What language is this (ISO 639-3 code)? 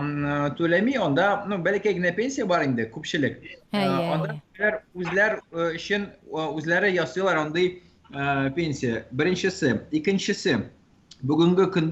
tat